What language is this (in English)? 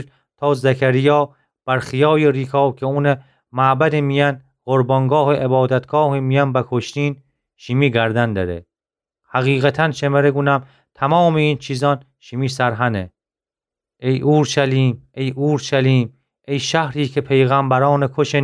Gilaki